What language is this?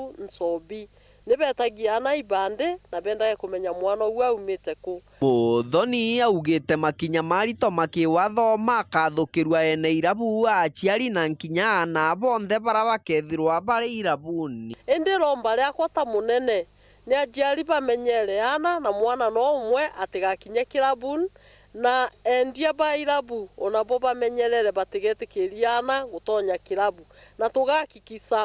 Meru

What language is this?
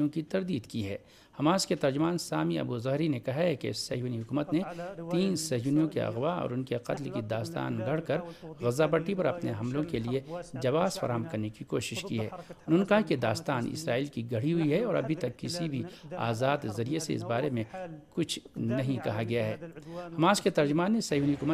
Urdu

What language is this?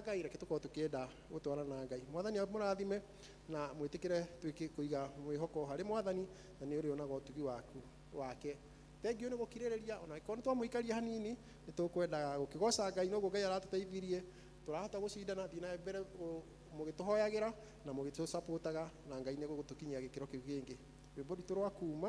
Kikuyu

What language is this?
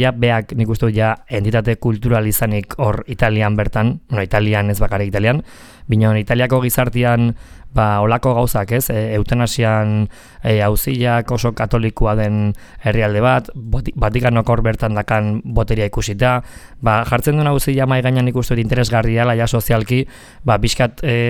Basque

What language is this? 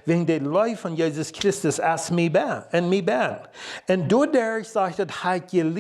Plautdietsch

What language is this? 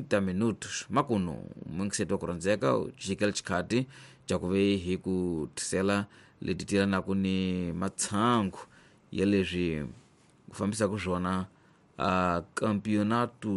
Tsonga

